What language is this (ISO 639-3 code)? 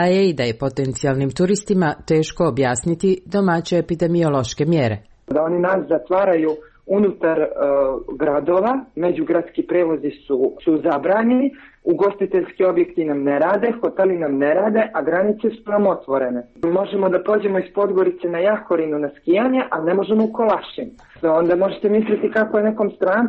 srp